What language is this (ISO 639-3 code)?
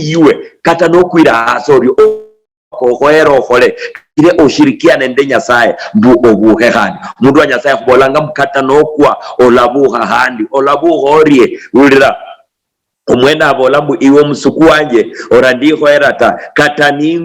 luy